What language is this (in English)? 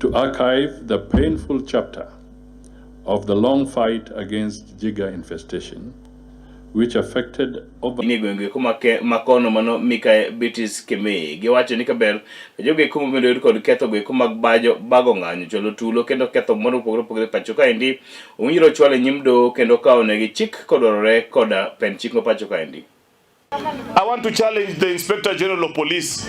Luo (Kenya and Tanzania)